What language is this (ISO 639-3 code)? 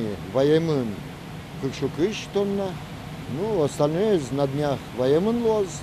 udm